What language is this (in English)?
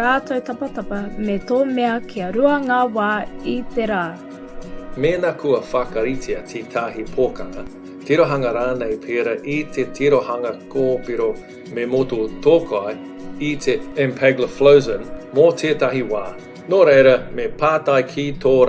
Māori